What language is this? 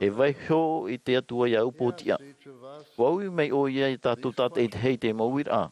Tahitian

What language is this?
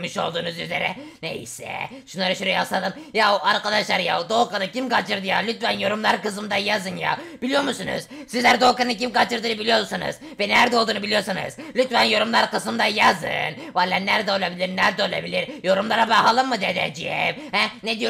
Turkish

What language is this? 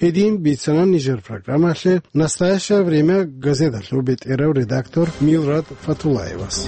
Avaric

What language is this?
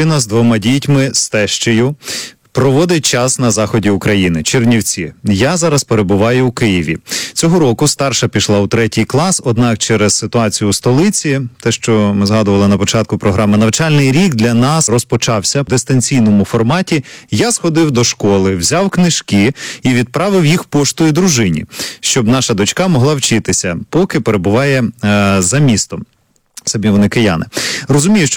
Ukrainian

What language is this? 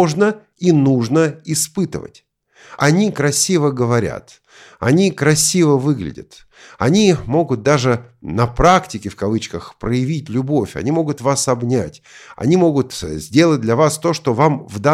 Russian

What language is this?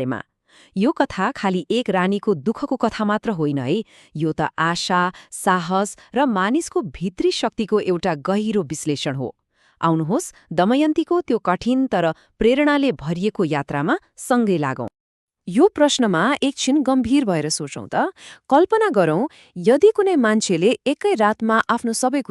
Nepali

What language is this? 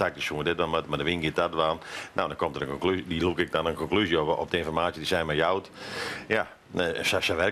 Western Frisian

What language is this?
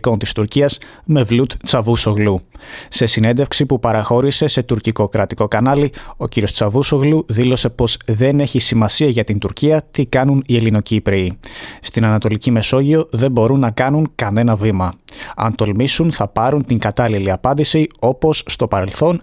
Greek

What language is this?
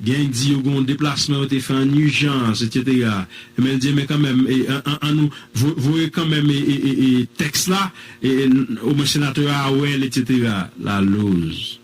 Haitian Creole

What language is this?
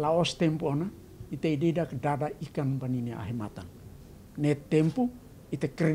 Tetum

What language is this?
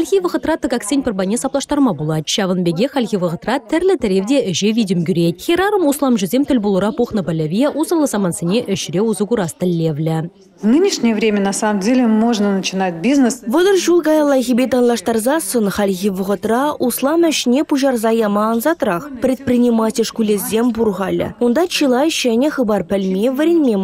Chuvash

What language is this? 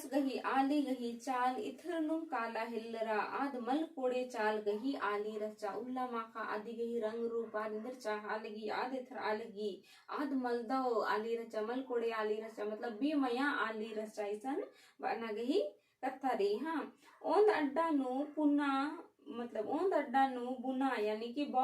Kurukh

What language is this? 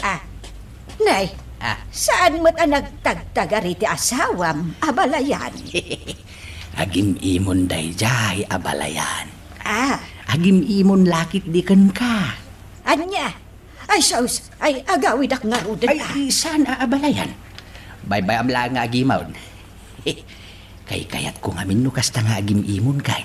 Iloko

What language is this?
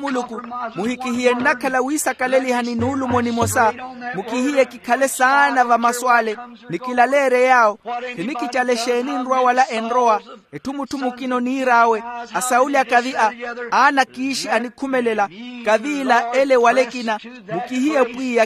Makhuwa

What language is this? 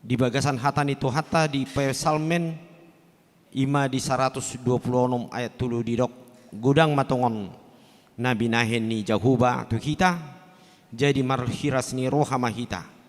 Batak Toba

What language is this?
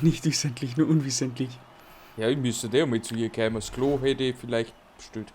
Bavarian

